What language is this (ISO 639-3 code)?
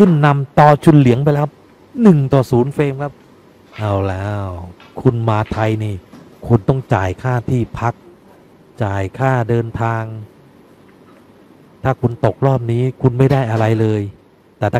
tha